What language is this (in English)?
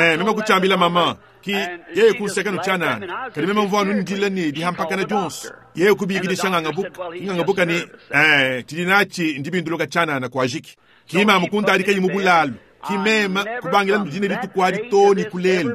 Luba-Lulua